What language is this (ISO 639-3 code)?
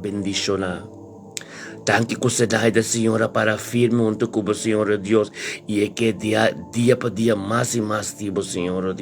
pap